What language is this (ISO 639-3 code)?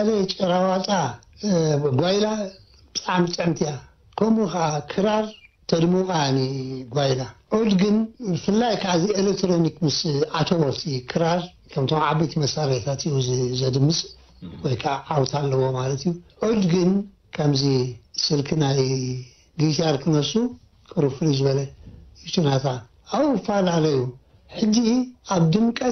tir